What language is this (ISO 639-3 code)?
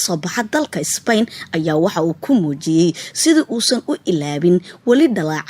som